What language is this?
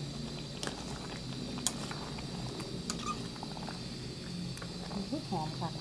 Lao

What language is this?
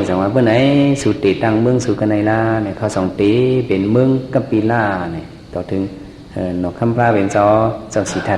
Shan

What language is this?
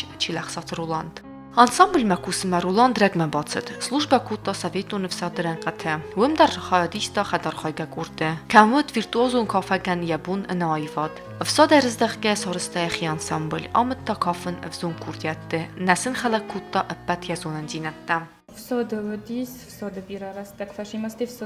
Ossetic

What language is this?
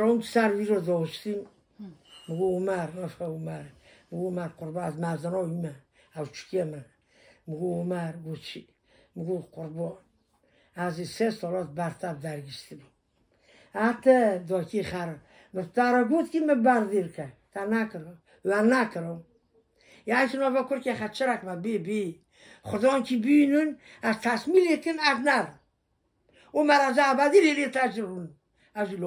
Kurdish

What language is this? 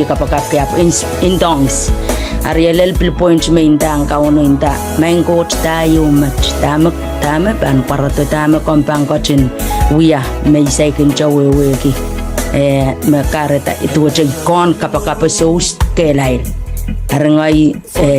Pohnpeian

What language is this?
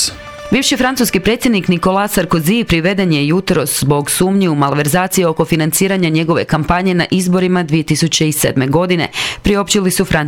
Croatian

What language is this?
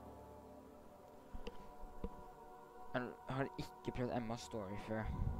Norwegian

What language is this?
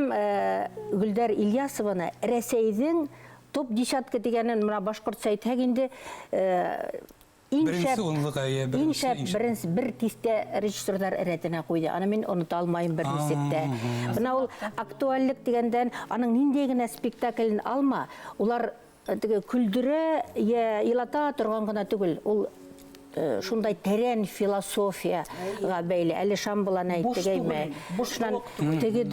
Bashkir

